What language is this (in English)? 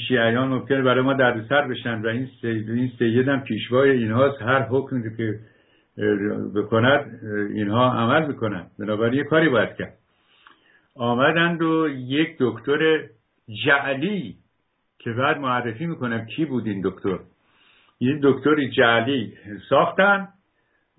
Persian